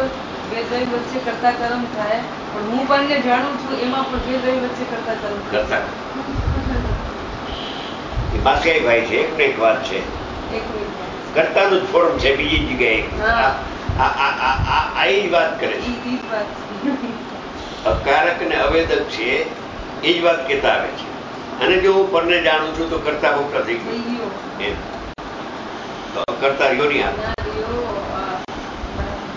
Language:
Gujarati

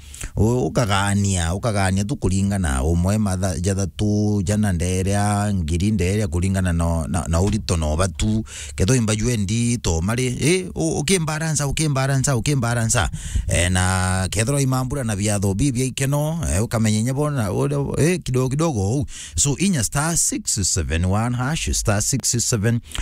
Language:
Meru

